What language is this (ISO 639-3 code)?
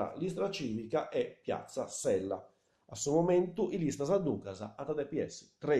srd